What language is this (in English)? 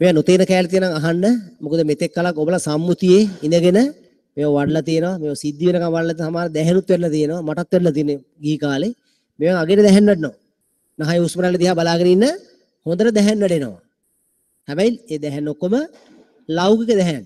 Sinhala